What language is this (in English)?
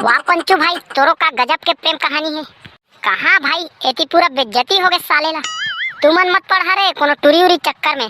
Chhattisgarhi